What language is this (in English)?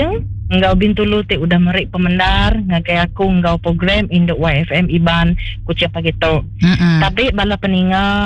Iban